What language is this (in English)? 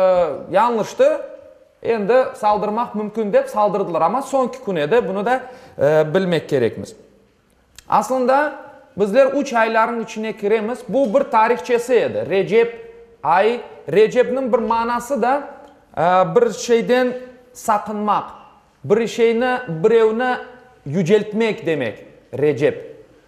Crimean Tatar